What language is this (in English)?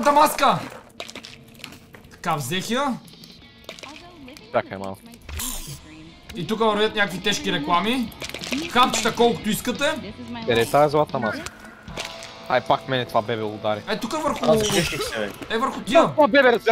Bulgarian